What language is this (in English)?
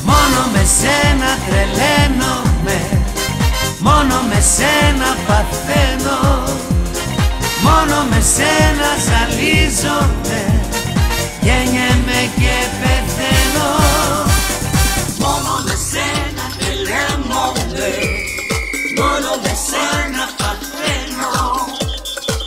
Greek